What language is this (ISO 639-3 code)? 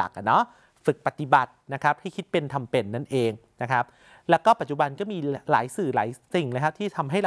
tha